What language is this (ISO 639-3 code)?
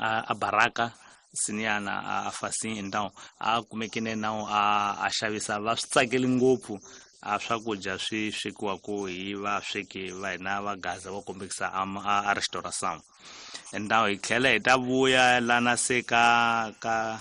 tso